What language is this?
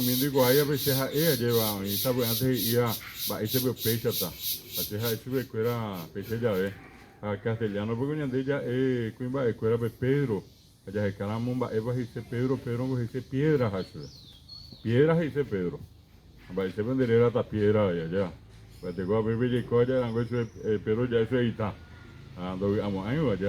Guarani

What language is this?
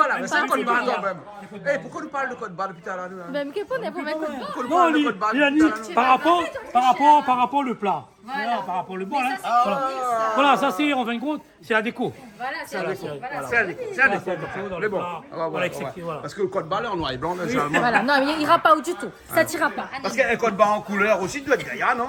Réunion Creole French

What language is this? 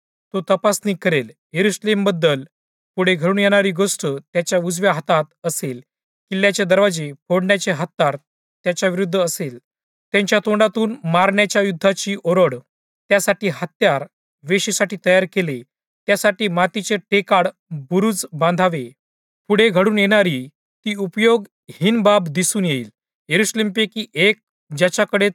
Marathi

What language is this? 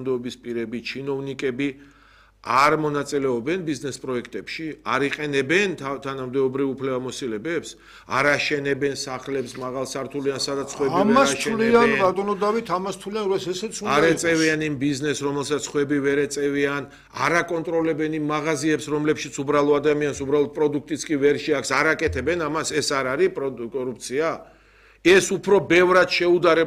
Georgian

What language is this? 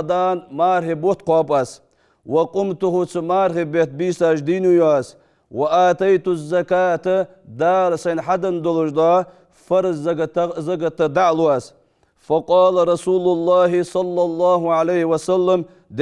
Ingush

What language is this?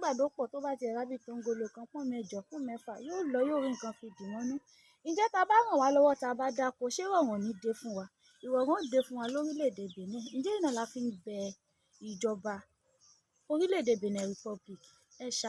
Yoruba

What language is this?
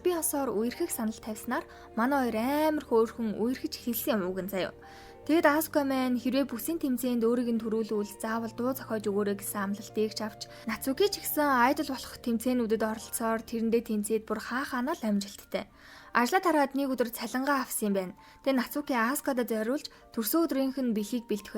Mongolian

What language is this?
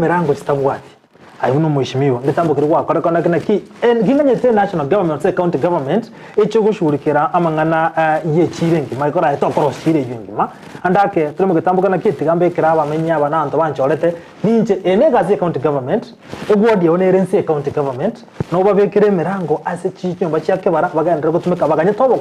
Gusii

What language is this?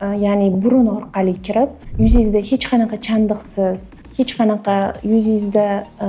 Uzbek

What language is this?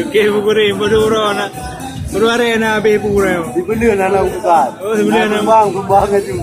Achinese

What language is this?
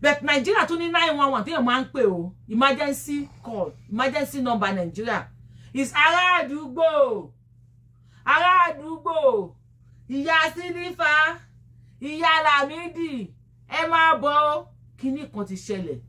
Yoruba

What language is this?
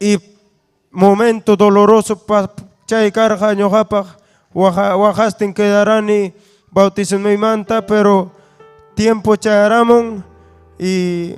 Ayacucho Quechua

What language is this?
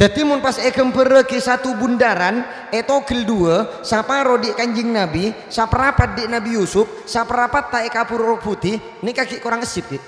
Madurese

